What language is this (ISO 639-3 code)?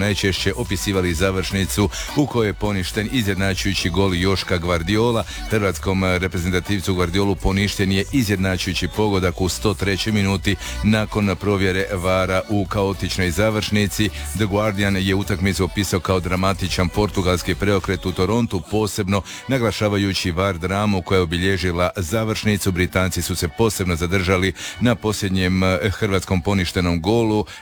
hrv